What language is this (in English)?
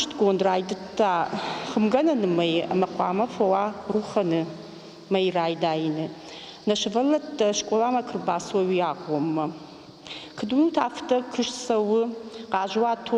Ossetic